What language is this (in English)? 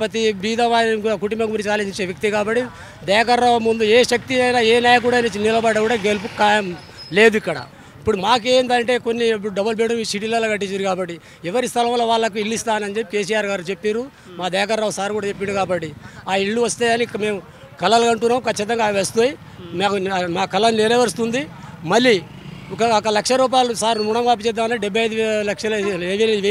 Telugu